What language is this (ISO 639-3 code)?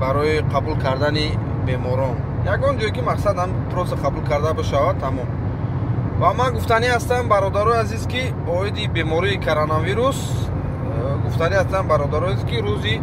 tgk